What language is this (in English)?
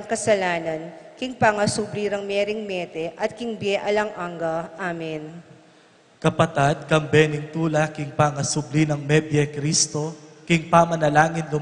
Pampanga